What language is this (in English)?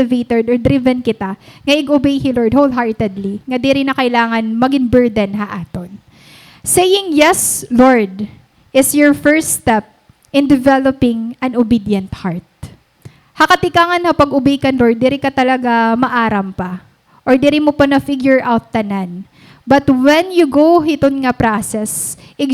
Waray